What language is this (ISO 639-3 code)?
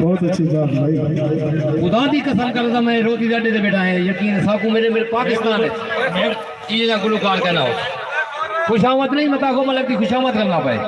skr